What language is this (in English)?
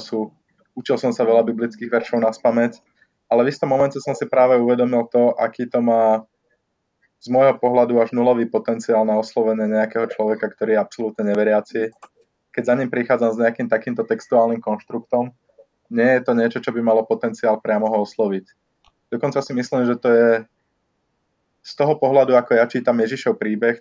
Slovak